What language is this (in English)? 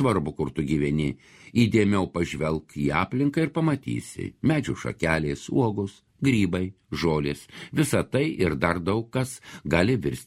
Lithuanian